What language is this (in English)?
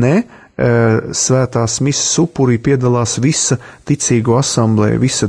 Latvian